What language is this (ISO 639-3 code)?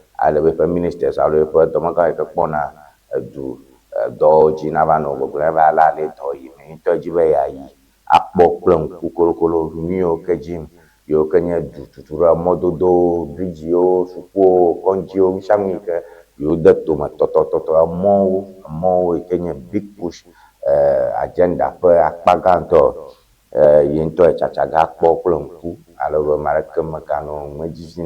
ewe